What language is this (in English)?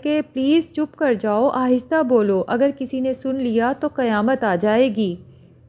Urdu